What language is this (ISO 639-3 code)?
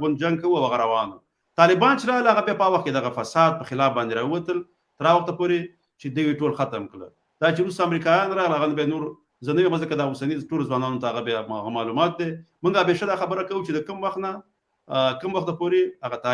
pus